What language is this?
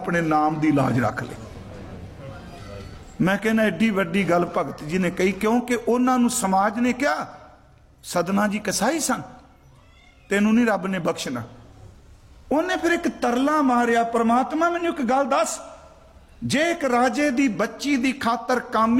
Punjabi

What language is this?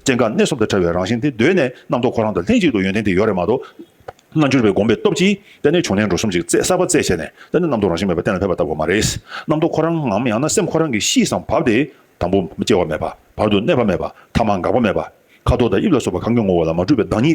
Tibetan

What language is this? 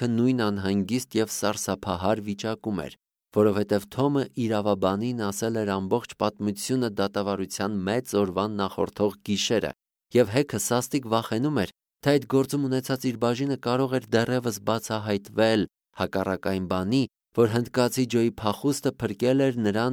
Armenian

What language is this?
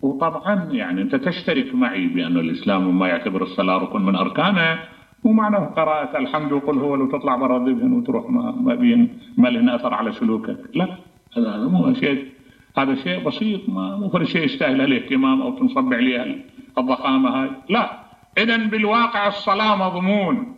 Mesopotamian Arabic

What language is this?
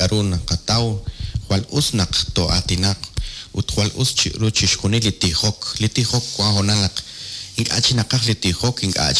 Kekchí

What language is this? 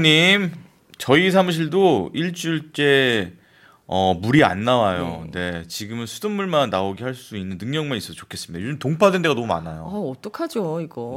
Korean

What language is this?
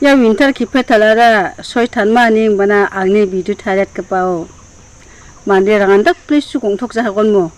Garo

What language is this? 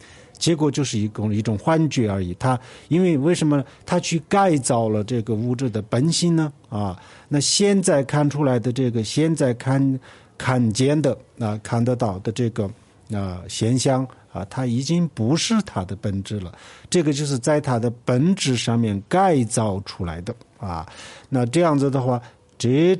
Chinese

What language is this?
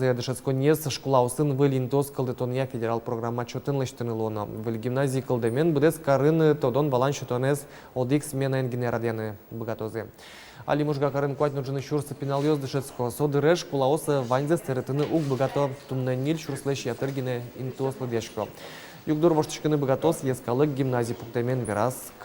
Udmurt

